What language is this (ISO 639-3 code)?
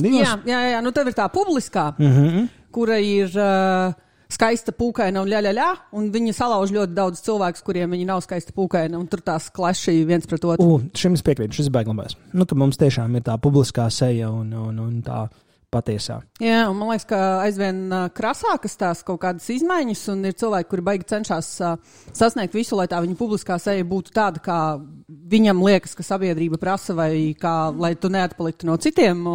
lav